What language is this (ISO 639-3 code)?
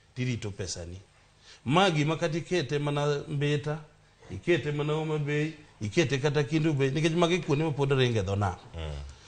luo